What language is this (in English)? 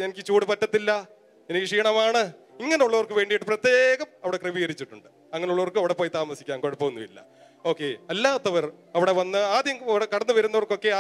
Malayalam